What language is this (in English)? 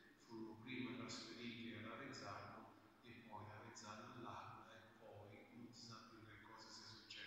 Italian